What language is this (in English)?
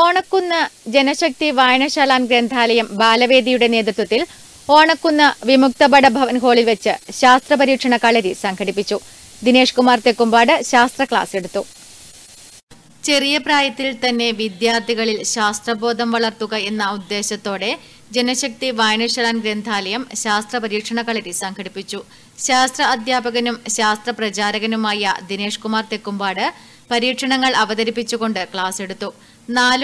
Malayalam